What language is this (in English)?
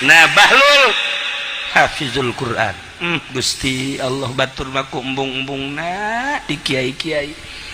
Sundanese